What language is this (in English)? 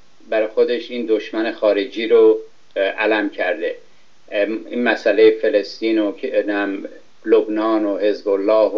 Persian